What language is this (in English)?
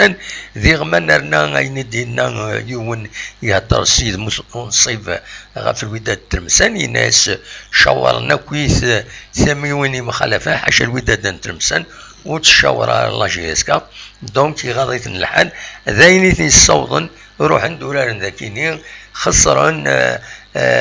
Kabyle